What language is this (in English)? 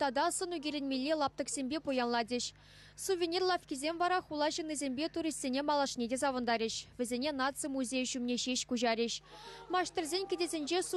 Chuvash